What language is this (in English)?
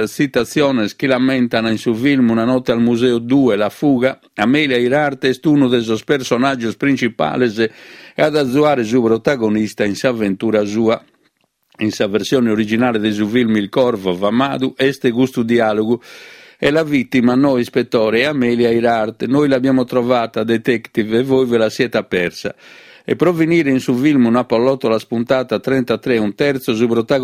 Sardinian